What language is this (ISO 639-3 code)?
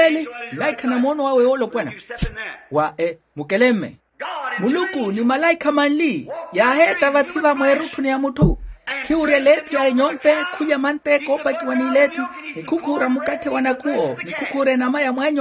vmw